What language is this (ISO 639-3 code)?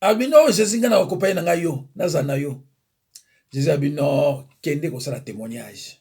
lin